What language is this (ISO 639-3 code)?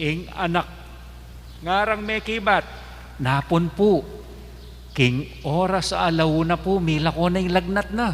pam